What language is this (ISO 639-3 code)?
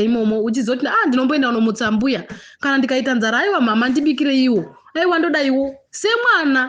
sna